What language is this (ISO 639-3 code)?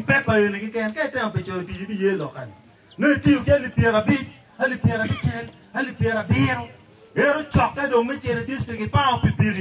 ach